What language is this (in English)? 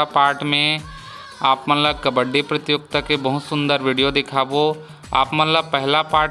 Chhattisgarhi